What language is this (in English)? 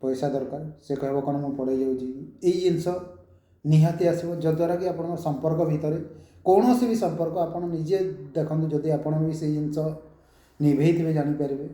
Odia